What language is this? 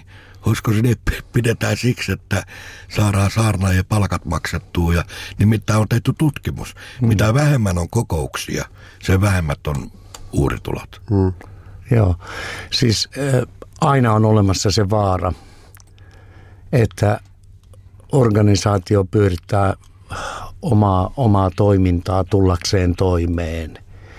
Finnish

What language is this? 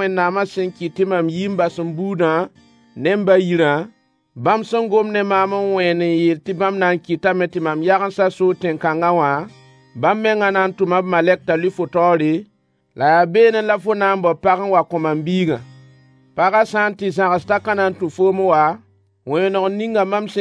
Mossi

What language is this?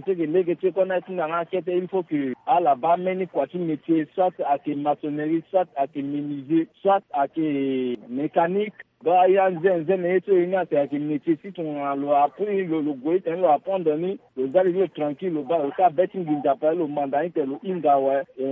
Sango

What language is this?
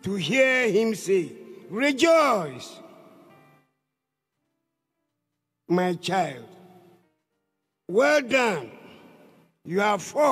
English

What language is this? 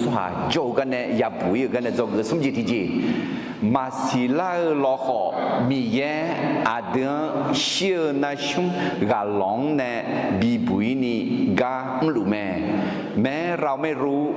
Akha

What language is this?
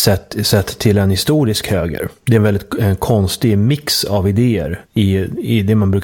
Swedish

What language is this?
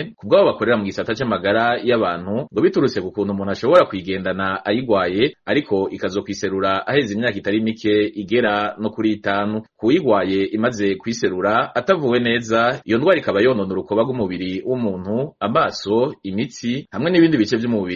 Rundi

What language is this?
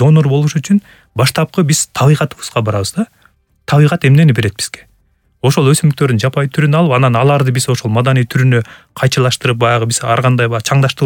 Kyrgyz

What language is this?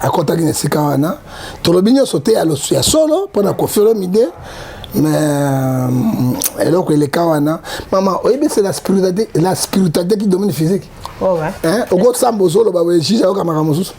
Lingala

